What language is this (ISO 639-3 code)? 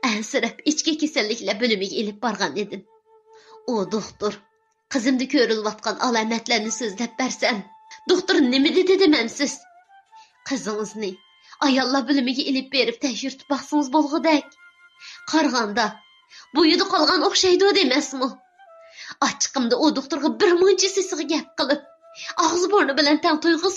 uig